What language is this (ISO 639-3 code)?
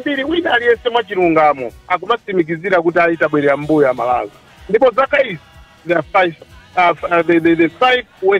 nya